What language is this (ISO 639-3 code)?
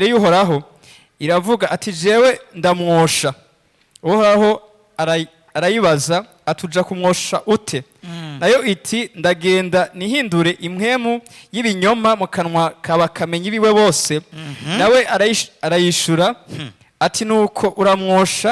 run